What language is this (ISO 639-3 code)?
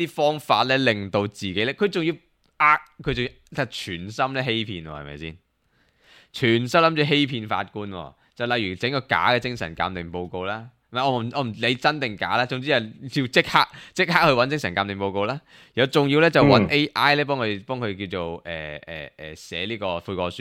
yue